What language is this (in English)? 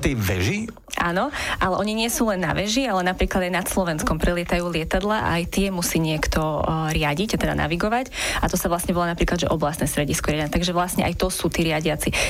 Slovak